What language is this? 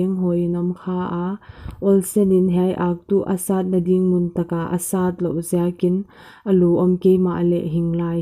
Paite Chin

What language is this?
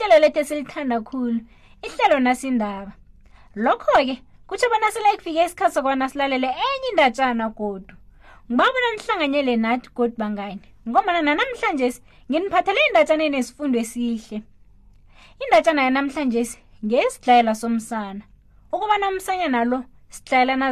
South Ndebele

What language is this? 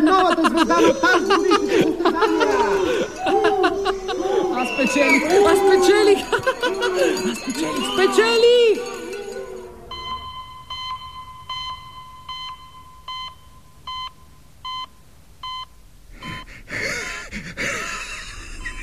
Bulgarian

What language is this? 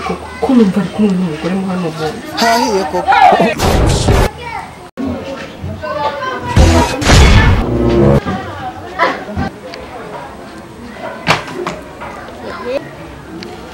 Kinyarwanda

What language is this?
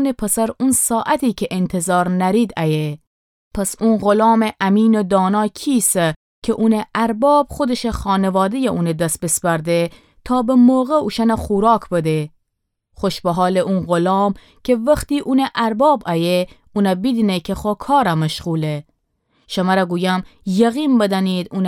Gilaki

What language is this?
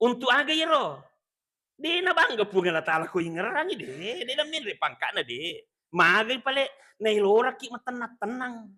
Buginese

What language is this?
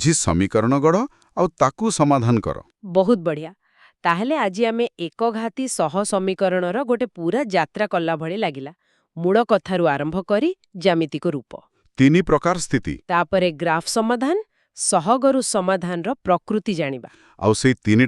Odia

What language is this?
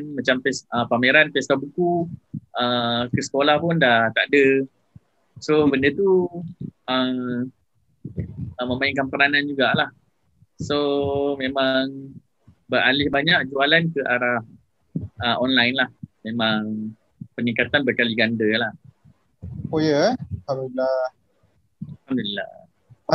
Malay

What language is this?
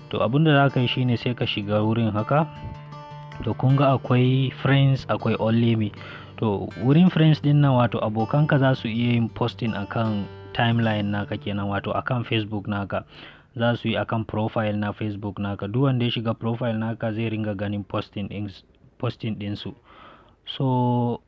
Hausa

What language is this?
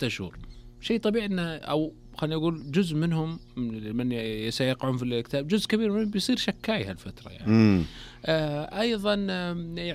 Najdi Arabic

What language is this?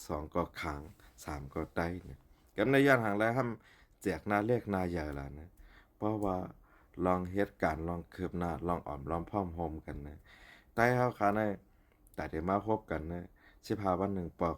Shan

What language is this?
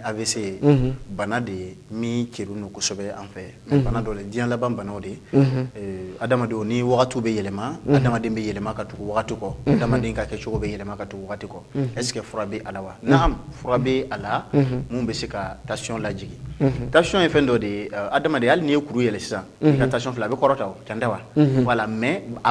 Bambara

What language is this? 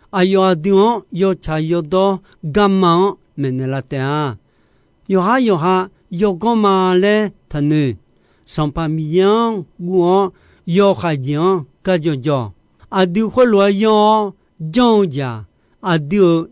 Akha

